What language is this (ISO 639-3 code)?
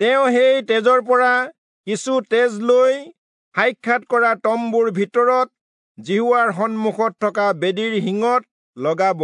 asm